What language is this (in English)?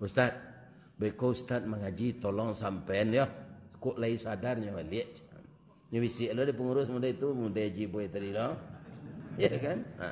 Minangkabau